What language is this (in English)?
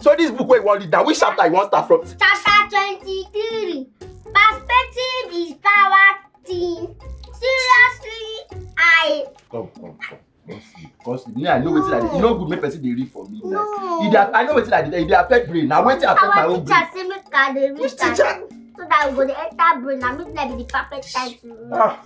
Nigerian Pidgin